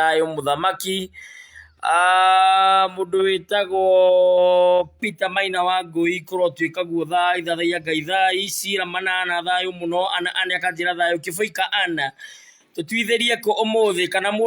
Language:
Kikuyu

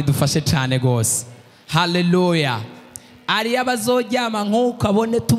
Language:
Rundi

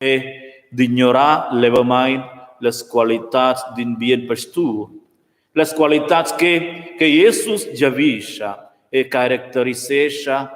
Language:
Romansh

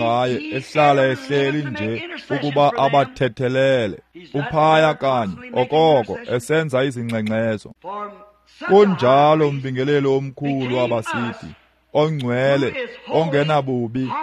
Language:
Xhosa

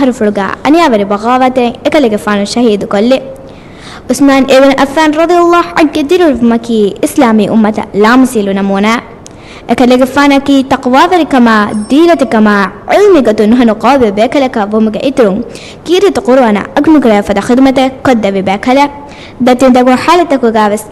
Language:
Divehi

